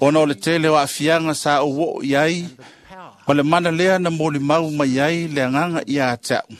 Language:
Samoan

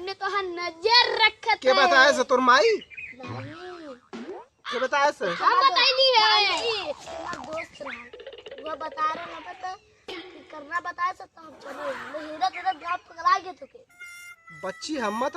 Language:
Awadhi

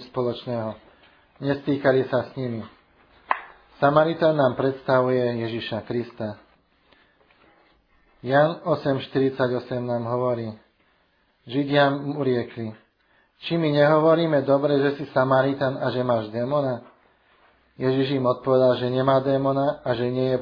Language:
Slovak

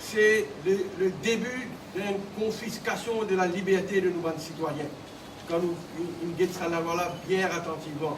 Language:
Morisyen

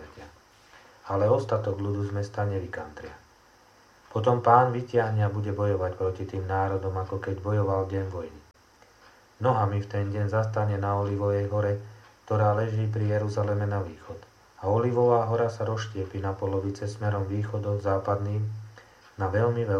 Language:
Slovak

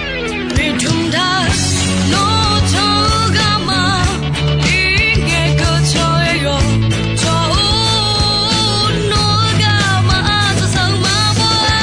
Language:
Akha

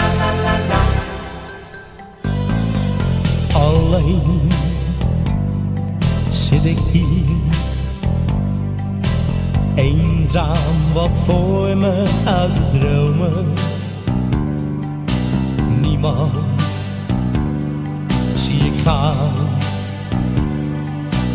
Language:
Dutch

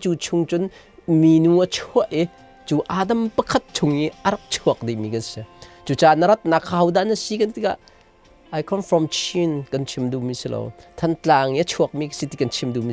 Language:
Hakha Chin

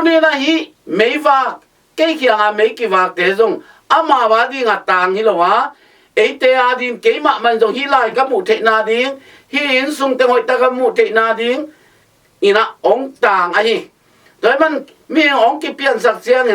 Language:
Tedim Chin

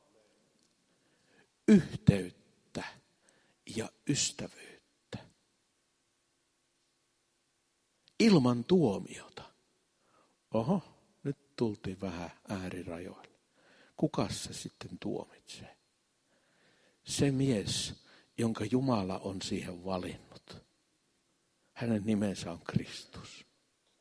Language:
Finnish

